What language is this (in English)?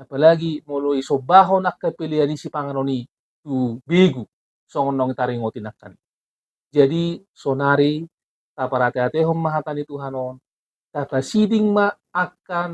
Batak Toba